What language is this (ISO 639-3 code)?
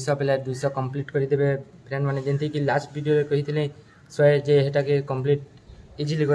spv